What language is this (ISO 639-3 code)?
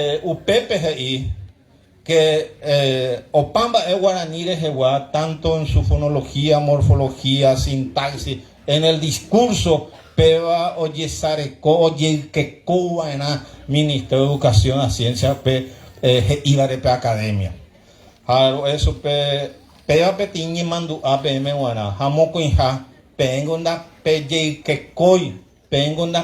grn